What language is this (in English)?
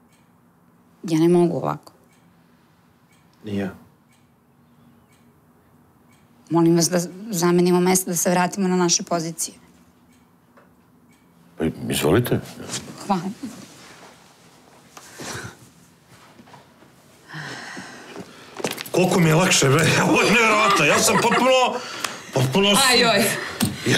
Serbian